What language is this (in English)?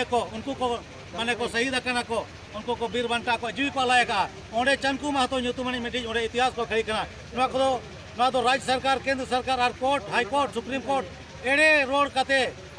Santali